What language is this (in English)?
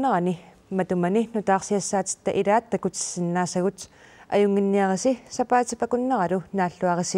Kalaallisut